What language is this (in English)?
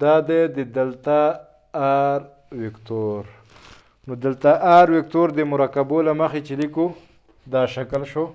Pashto